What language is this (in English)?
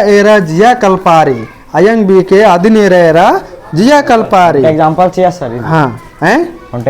Kurukh